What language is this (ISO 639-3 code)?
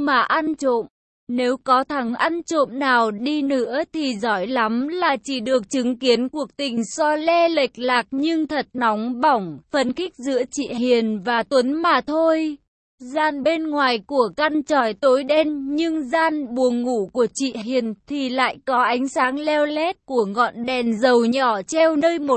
vie